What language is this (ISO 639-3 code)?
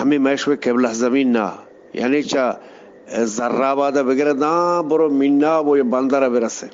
bgp